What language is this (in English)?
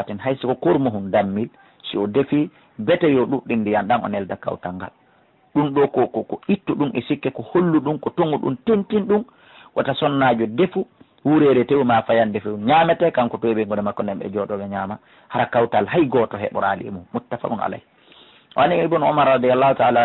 Fula